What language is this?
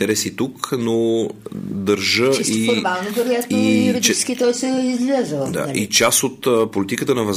Bulgarian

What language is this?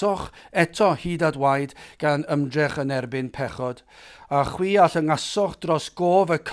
Welsh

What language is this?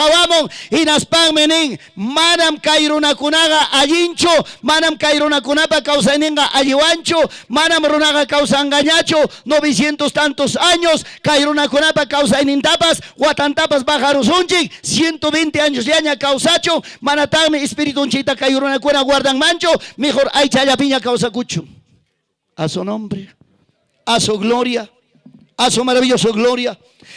Ayacucho Quechua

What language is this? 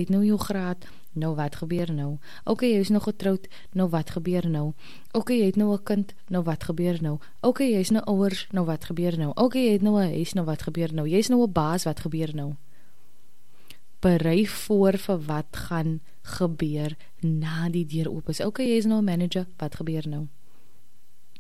Afrikaans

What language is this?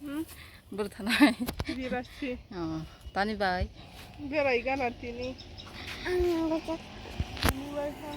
Kok Borok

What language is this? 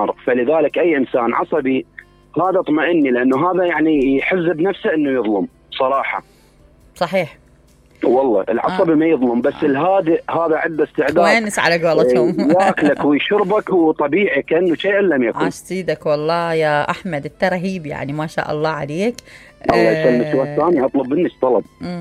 Mesopotamian Arabic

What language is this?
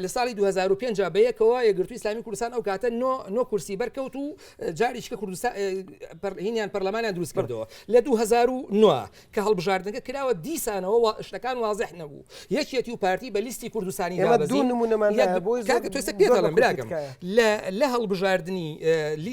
Central Kurdish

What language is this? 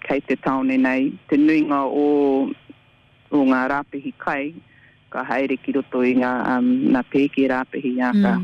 Māori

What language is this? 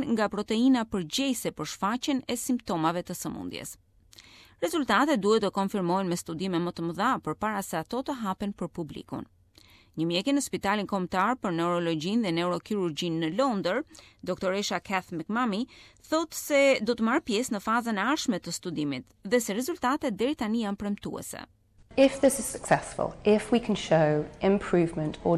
Albanian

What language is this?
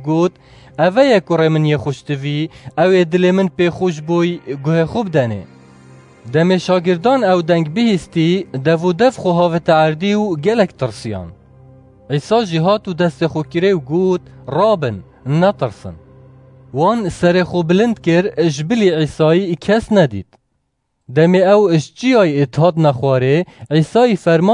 Kurdish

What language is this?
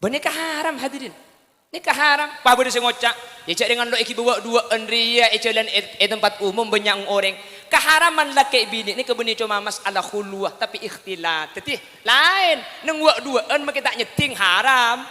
Madurese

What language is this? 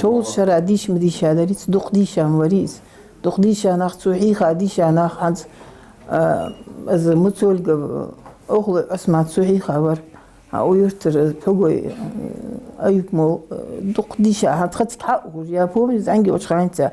Ingush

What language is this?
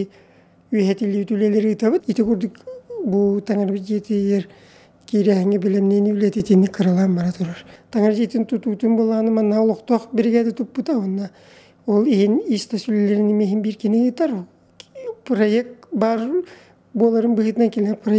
Yakut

